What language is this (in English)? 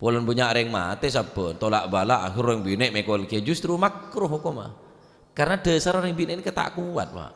Madurese